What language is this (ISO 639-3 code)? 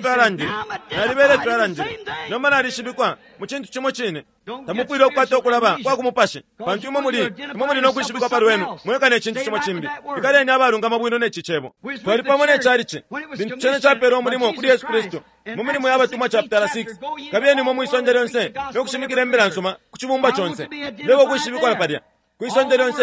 bem